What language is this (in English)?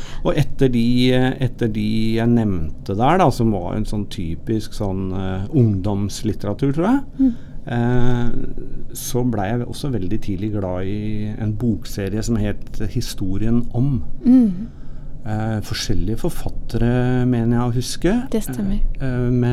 Norwegian